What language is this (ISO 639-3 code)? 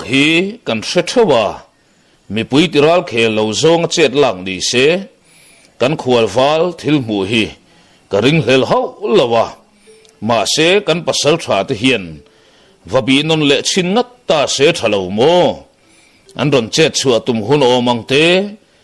lus